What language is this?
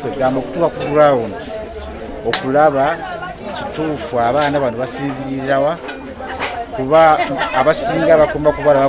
Ganda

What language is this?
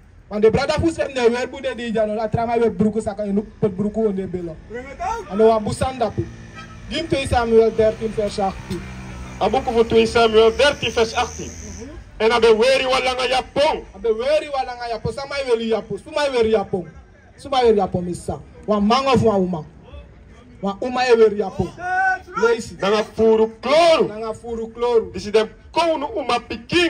Sranan Tongo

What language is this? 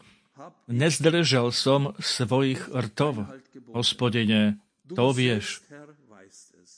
Slovak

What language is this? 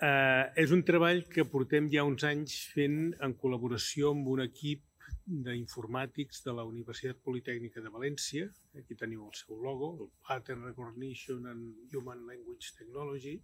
Catalan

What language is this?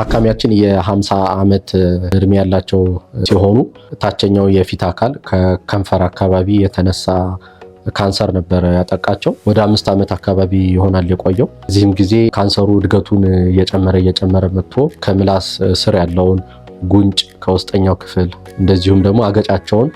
Amharic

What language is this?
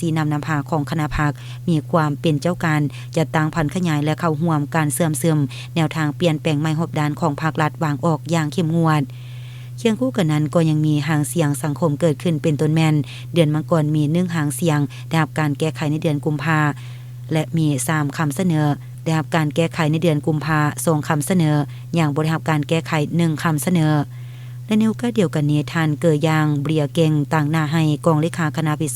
Lao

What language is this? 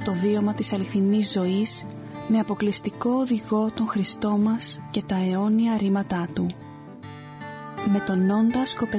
Greek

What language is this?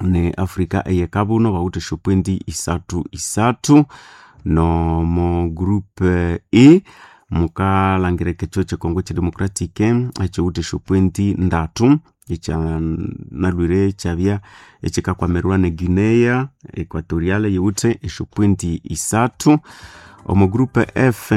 Nande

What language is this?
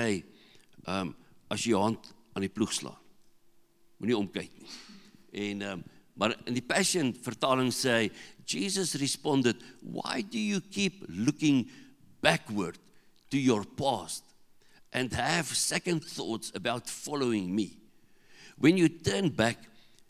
Afrikaans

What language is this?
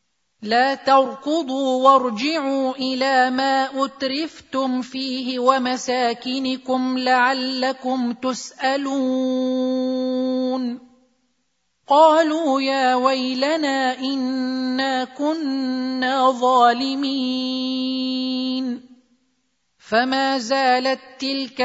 Arabic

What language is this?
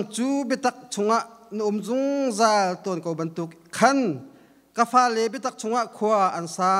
Hakha Chin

